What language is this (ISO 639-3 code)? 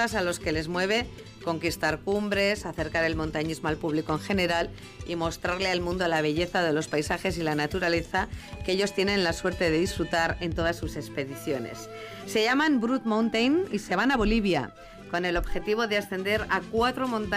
spa